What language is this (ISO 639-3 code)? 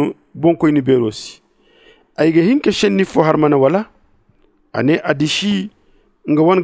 dje